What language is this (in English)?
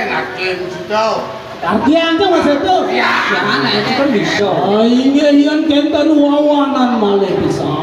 Balinese